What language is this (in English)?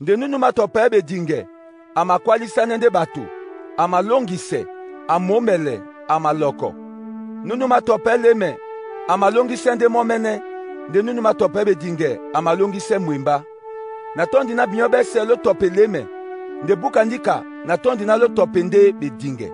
Duala